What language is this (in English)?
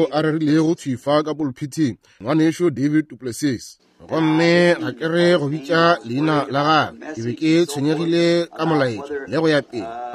Northern Sotho